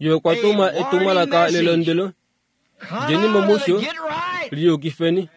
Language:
Kuanyama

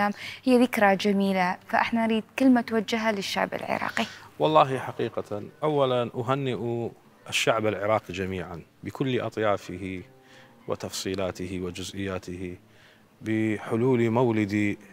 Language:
Mesopotamian Arabic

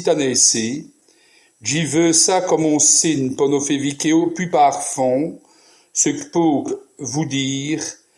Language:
Walloon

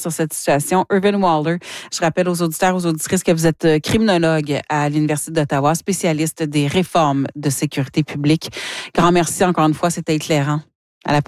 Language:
French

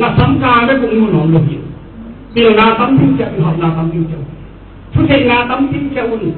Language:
Tedim Chin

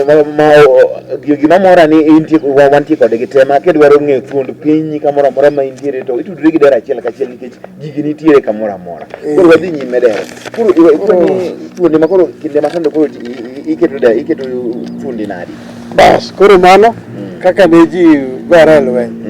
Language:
Luo (Kenya and Tanzania)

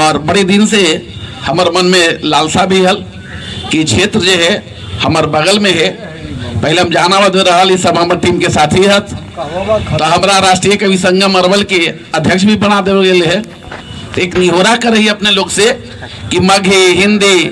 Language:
Magahi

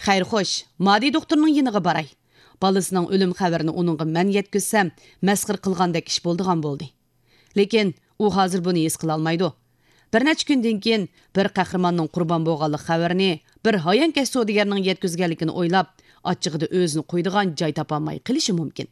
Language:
Uyghur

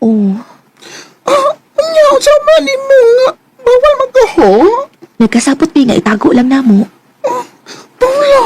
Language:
Cebuano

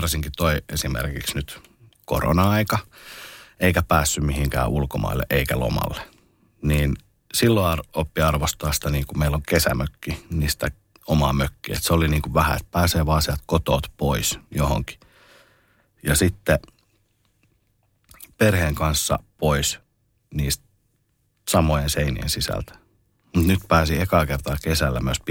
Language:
Finnish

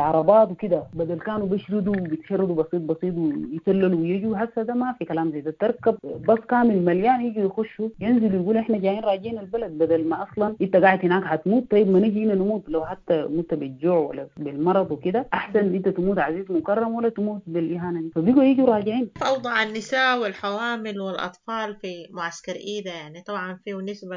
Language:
Sudanese Arabic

